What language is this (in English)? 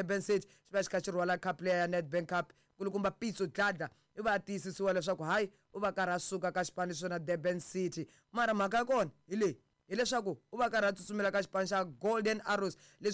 Tsonga